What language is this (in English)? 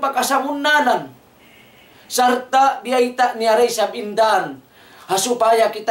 Tausug